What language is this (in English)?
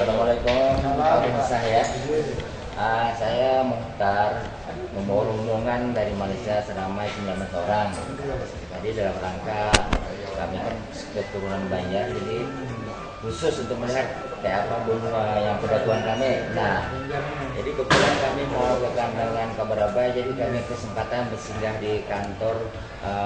Banjar